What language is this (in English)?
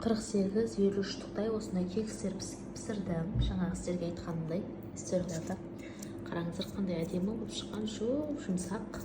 Kazakh